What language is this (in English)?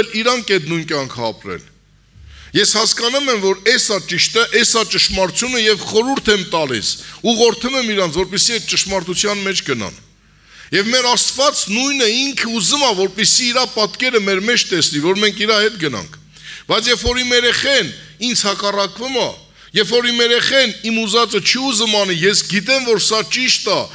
Armenian